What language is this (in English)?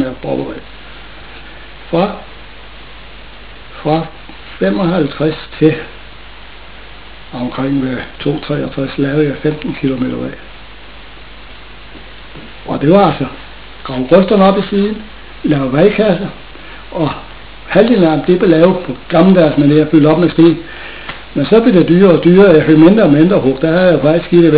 Danish